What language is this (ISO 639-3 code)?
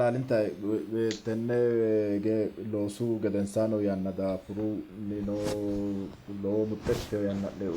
sid